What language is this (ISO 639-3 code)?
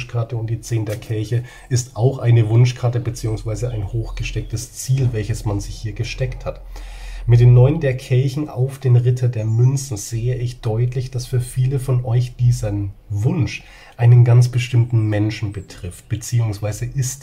deu